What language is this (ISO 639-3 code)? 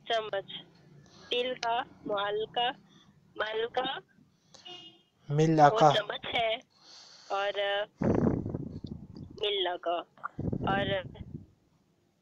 urd